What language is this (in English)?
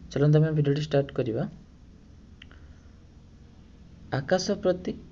Odia